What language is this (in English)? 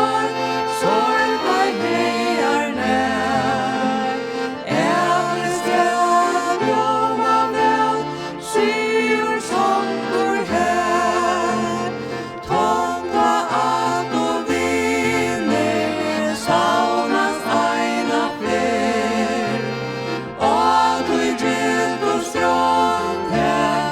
Faroese